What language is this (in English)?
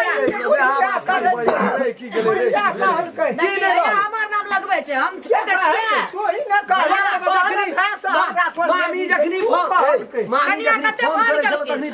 Maithili